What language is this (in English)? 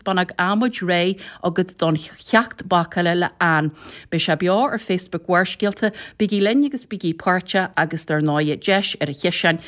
Irish